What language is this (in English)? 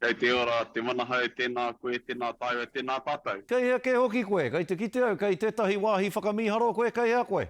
Māori